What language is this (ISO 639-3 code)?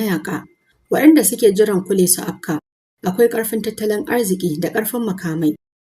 hau